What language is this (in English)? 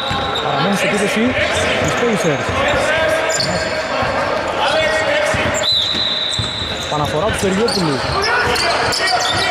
Greek